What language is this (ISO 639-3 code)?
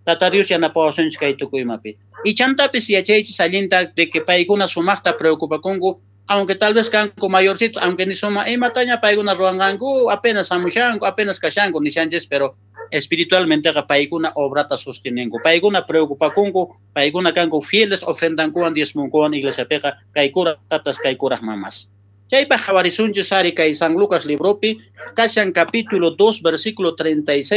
quh